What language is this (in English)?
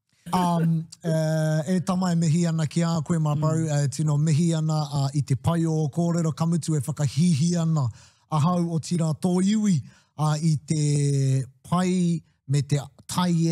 Māori